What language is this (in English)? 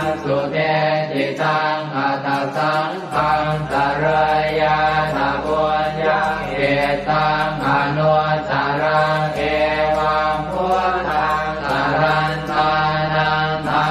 Pali